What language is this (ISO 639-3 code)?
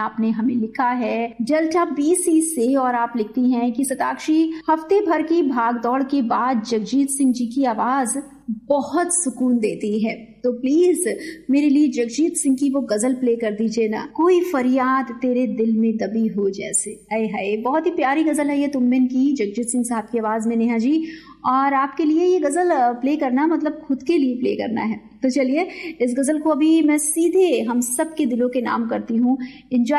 hin